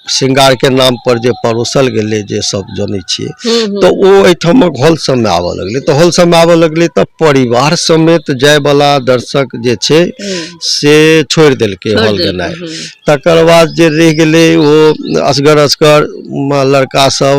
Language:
Maithili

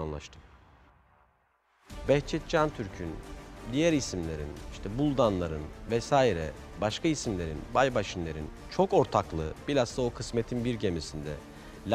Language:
Turkish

